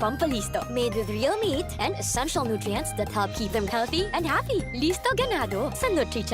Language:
Bikol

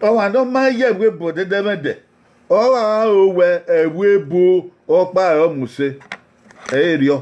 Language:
Bini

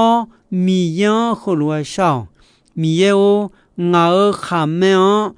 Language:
Akha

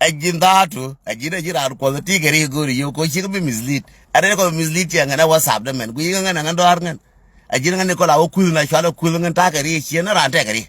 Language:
Nuer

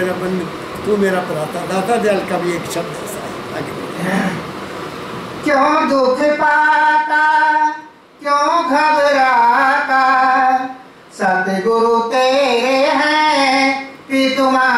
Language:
Hindi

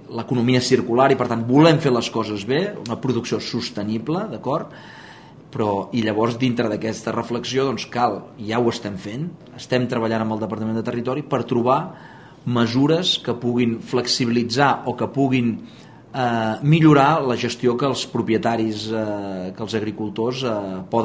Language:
Catalan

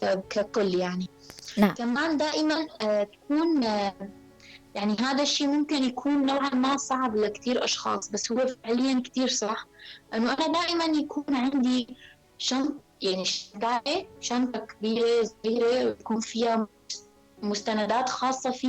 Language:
North Levantine Arabic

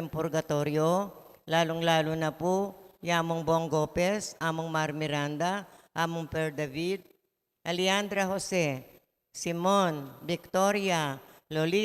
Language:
Pampanga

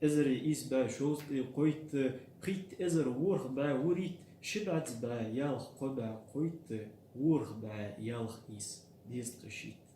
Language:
Ingush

